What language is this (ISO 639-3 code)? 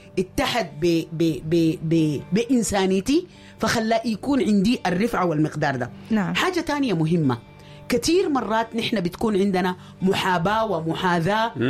apd